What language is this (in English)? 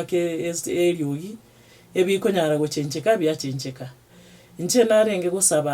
Gusii